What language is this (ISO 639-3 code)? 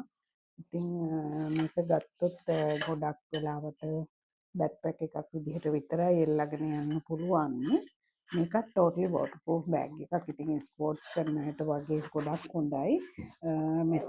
sin